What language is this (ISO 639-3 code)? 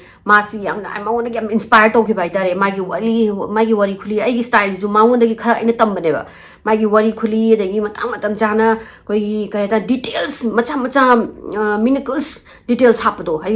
mni